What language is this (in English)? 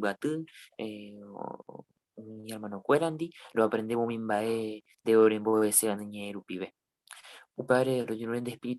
Guarani